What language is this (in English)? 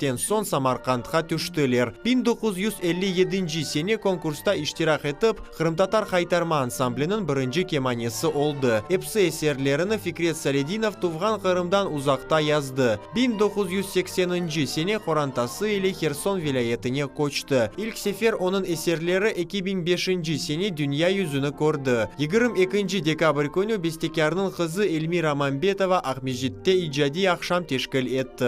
Crimean Tatar